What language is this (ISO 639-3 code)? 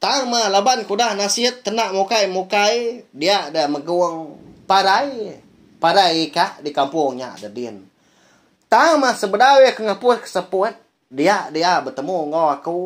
iba